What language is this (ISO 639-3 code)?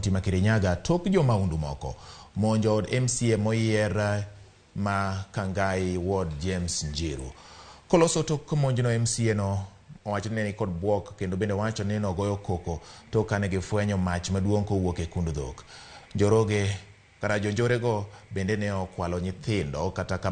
luo